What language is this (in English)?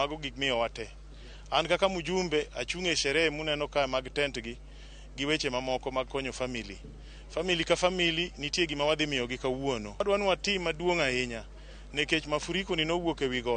Luo (Kenya and Tanzania)